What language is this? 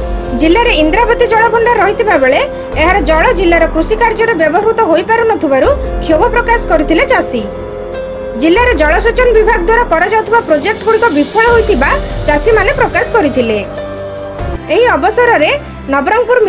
Odia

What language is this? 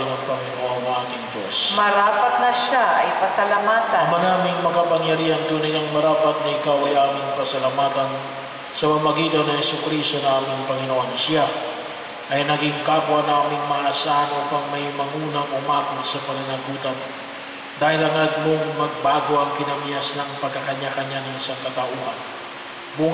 Filipino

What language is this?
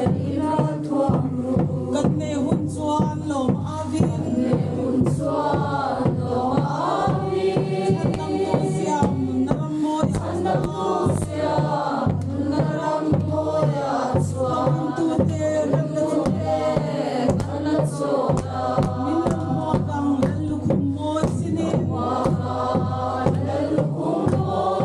Mizo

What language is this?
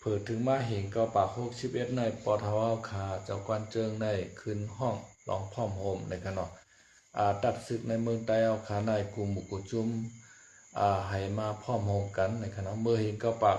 Shan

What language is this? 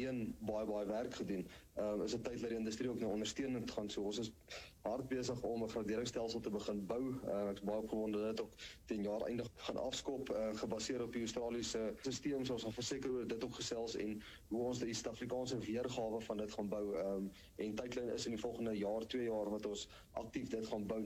Afrikaans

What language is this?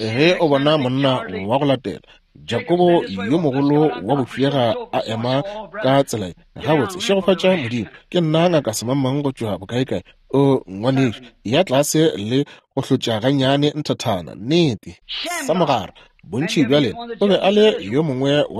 Northern Sotho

